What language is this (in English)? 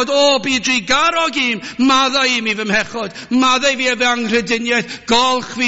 Welsh